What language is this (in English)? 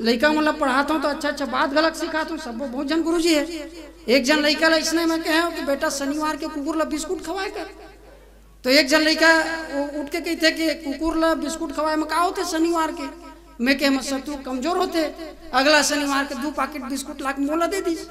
Chhattisgarhi